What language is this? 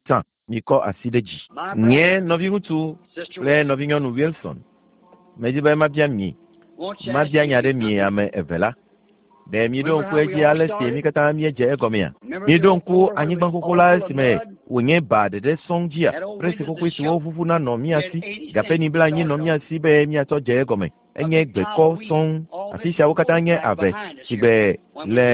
Ewe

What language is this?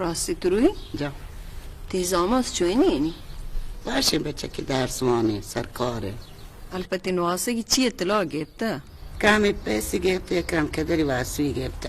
Baluchi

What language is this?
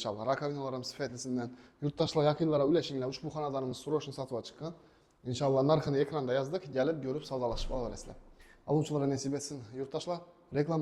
Uzbek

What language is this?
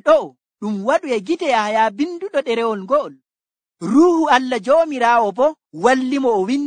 Nigerian Fulfulde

